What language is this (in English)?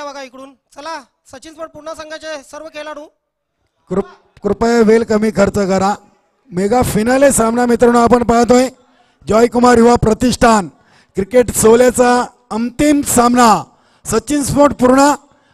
Marathi